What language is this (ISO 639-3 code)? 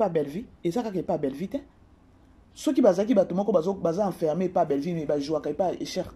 lin